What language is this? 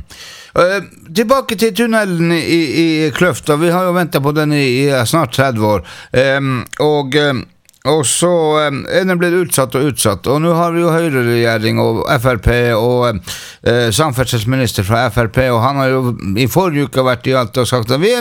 Norwegian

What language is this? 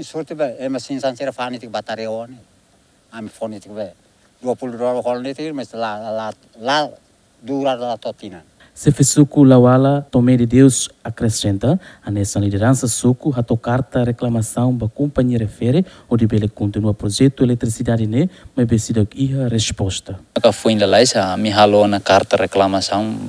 Tetum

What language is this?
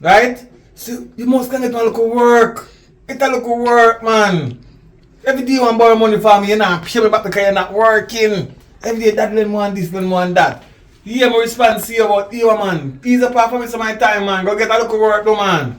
Jamaican Creole English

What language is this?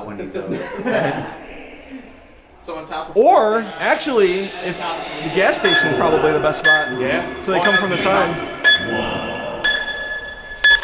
English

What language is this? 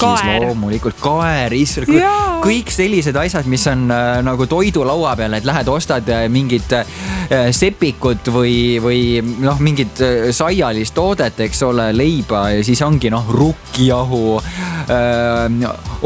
Estonian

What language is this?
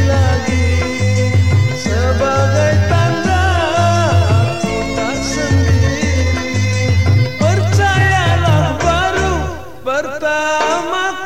Malay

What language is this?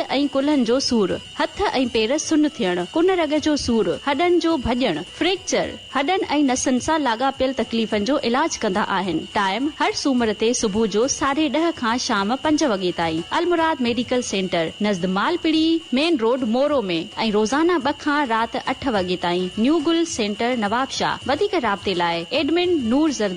Sindhi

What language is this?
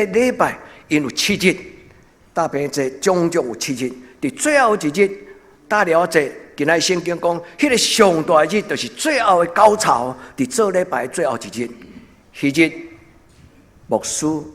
Min Nan Chinese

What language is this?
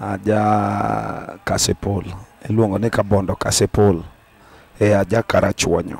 Luo (Kenya and Tanzania)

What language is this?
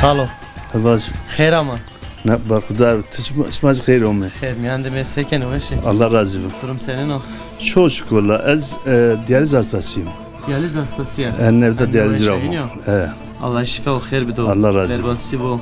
Zaza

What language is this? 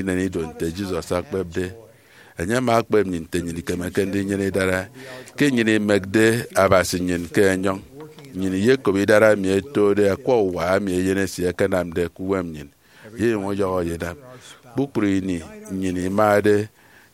Efik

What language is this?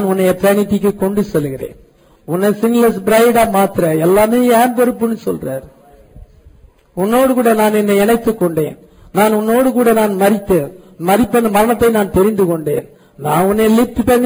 Tamil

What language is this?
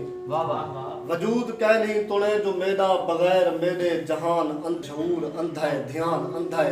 Saraiki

